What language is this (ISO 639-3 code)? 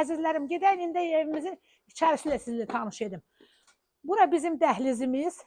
aze